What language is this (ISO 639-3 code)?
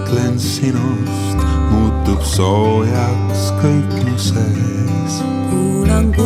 est